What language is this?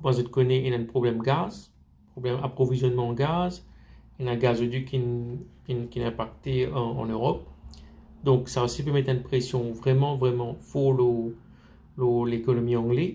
Morisyen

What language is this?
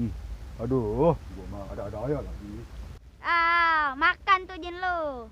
Betawi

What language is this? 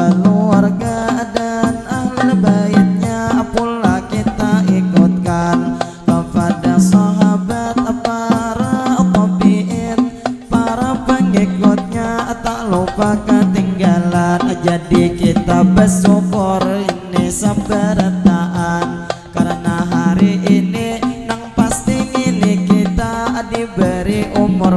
Banjar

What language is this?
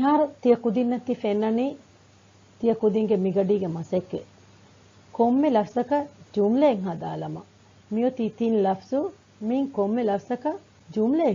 Divehi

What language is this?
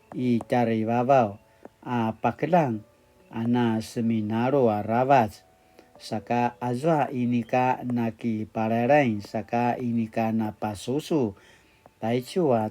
Paiwan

